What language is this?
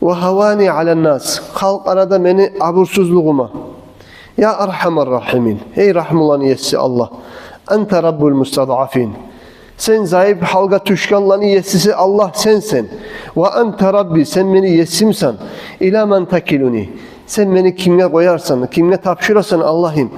Kumyk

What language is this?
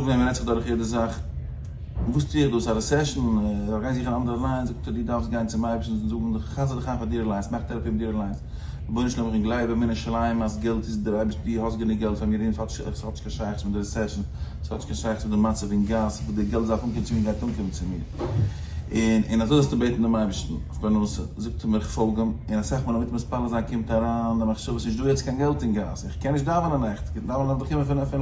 Yiddish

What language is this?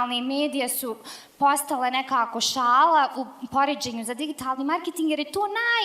Bosnian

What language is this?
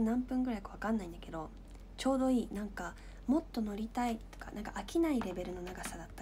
Japanese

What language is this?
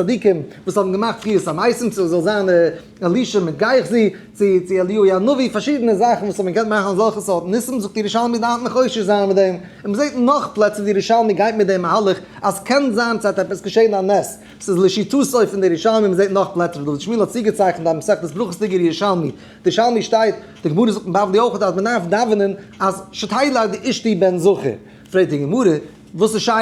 Yiddish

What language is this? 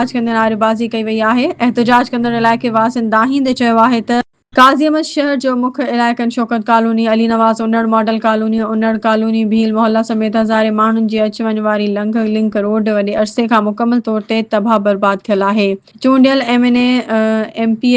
Sindhi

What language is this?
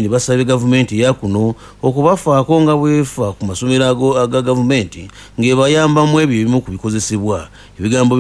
Ganda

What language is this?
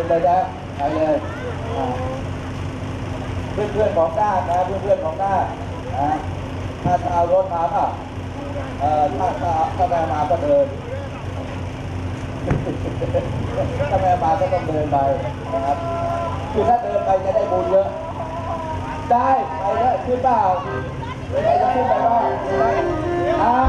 Thai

